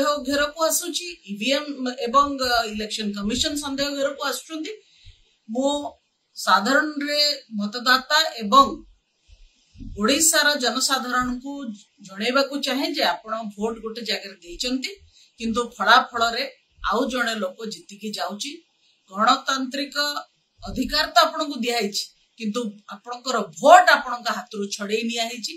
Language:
Odia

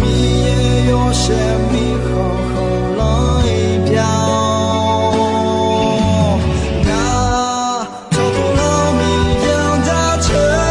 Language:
Akha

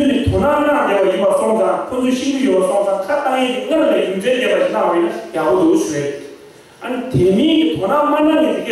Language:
Tibetan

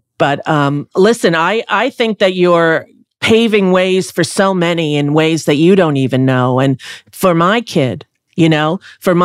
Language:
English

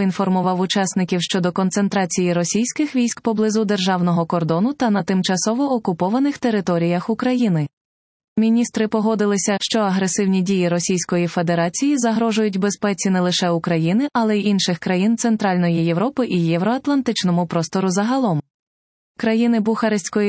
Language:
Ukrainian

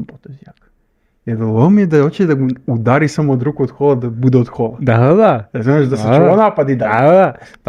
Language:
Serbian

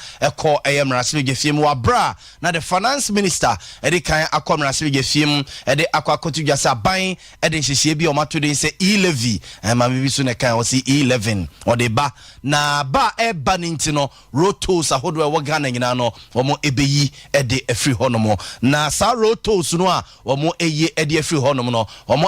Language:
Akan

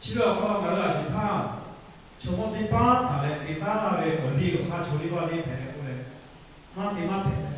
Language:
Lahu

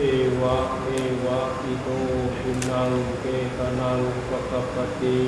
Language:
Pali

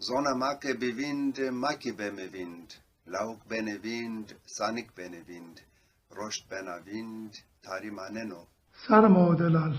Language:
Zaza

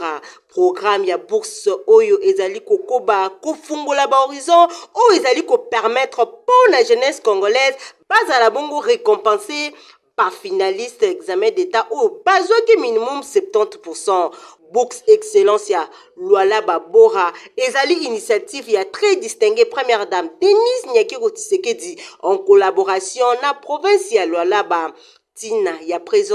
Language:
Lingala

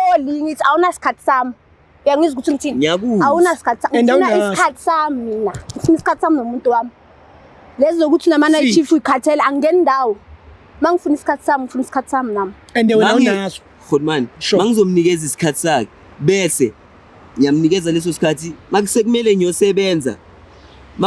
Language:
Zulu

